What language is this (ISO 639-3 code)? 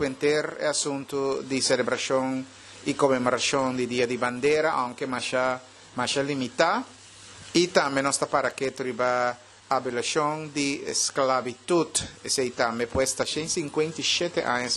pap